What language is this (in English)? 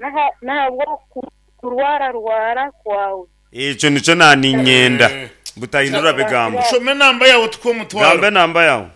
Nyankole